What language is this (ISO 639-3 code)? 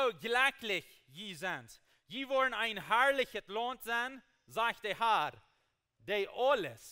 pdt